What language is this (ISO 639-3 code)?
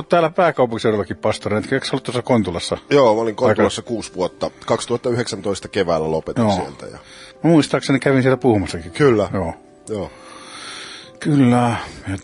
fin